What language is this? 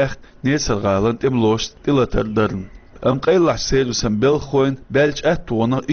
Chechen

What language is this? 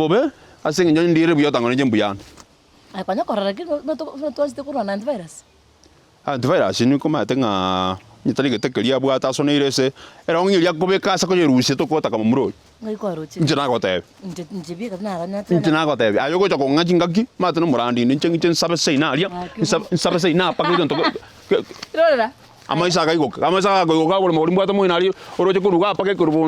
Gusii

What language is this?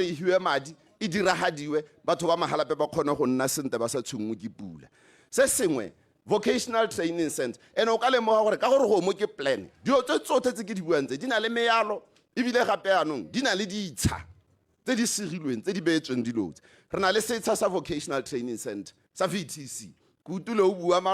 Tswana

